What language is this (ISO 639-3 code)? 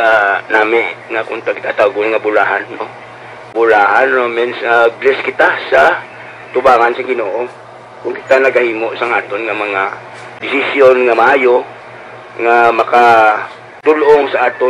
hil